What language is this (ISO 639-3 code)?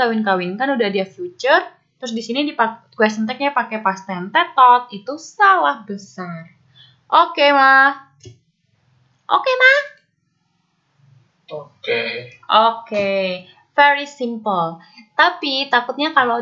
ind